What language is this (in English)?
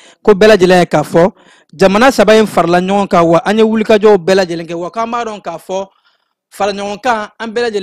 Bambara